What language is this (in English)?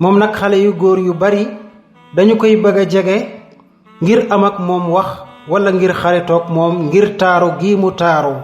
Wolof